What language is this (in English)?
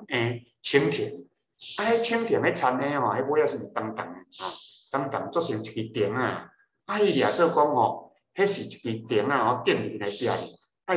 Min Nan Chinese